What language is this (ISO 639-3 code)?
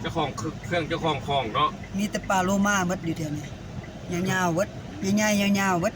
lao